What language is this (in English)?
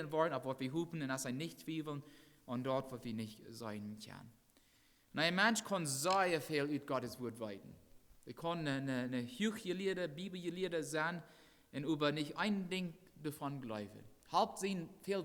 Plautdietsch